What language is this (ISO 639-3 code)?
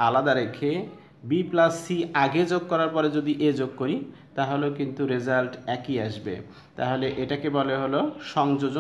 ben